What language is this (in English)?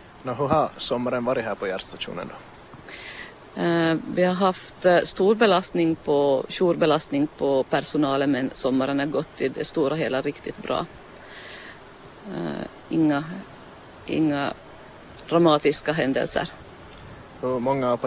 Swedish